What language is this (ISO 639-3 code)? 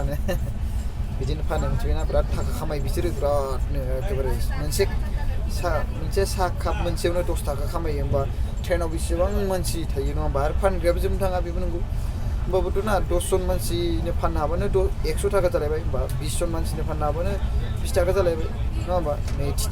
brx